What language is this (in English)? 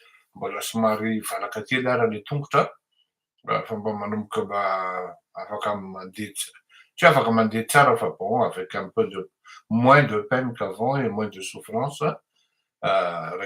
Malagasy